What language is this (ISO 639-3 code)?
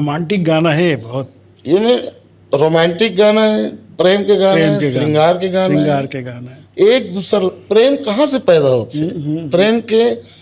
hne